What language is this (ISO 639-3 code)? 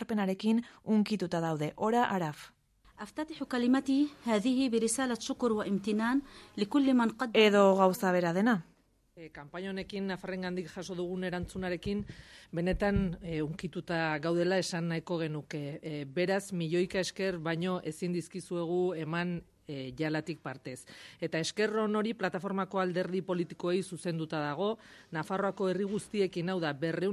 eus